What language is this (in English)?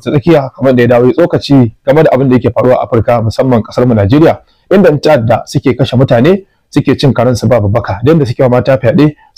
Hausa